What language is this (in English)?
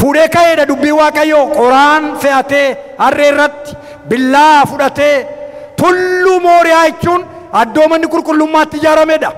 Oromo